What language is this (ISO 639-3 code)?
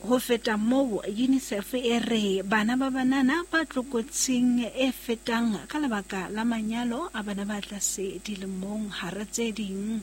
sot